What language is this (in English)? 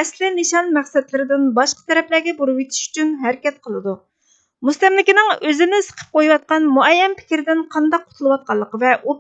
Uyghur